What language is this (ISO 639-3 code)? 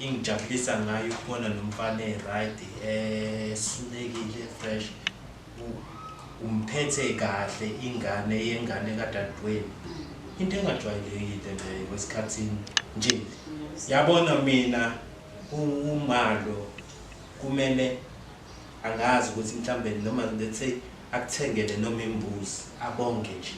zul